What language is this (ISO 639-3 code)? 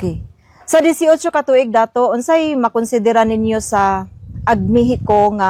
ceb